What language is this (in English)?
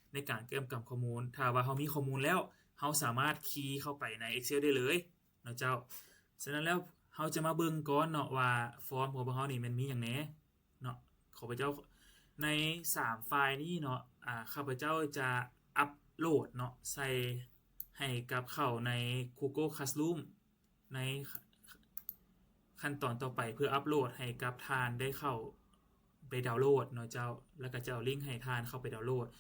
Lao